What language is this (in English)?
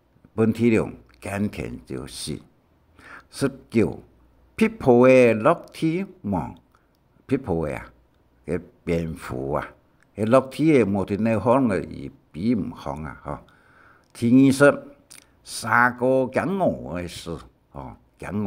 Hakka Chinese